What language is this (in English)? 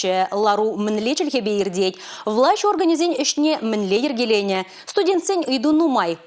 Chuvash